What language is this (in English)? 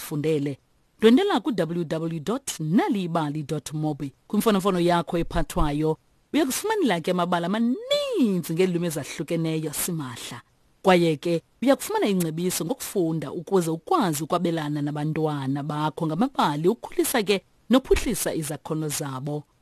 Xhosa